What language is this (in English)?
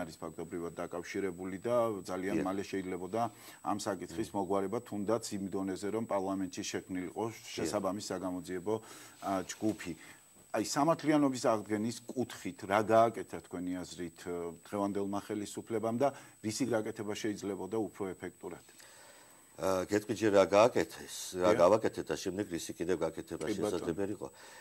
Georgian